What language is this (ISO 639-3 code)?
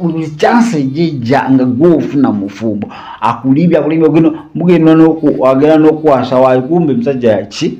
lug